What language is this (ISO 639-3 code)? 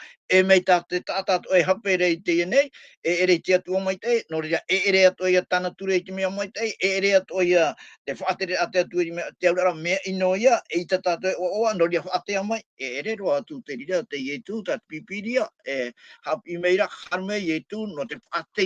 tah